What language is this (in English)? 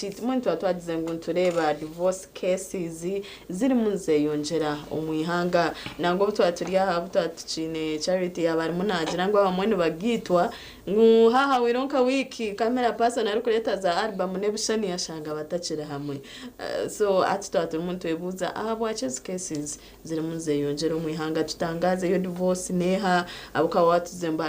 Nyankole